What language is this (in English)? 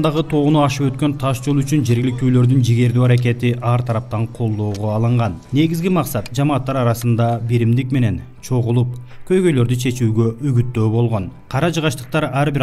Kyrgyz